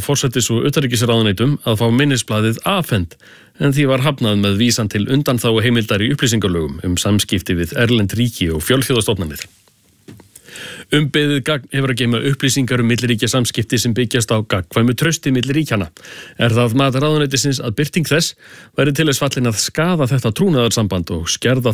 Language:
Icelandic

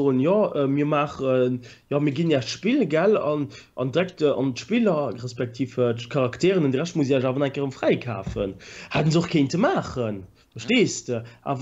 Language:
Luxembourgish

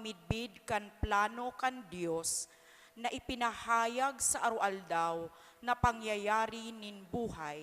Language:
Bikol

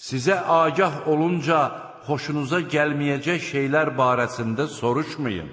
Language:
Azerbaijani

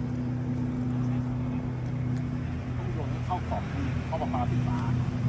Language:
Thai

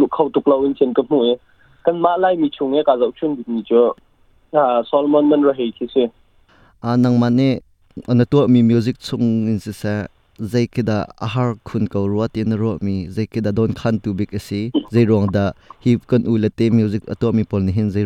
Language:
Hakha Chin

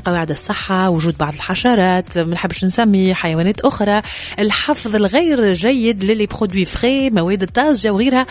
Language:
Tunisian Arabic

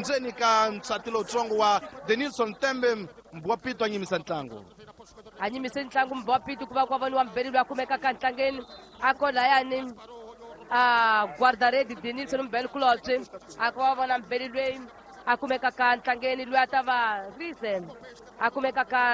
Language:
Tsonga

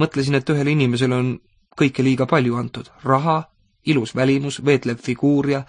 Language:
Estonian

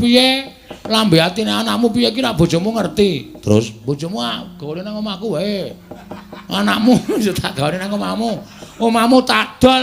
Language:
Javanese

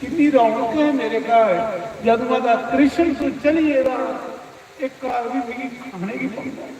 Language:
Dogri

